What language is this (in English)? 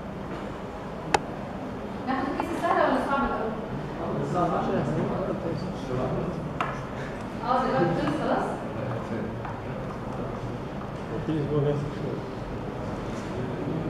Egyptian Arabic